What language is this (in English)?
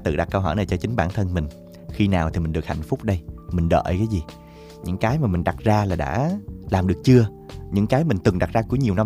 Vietnamese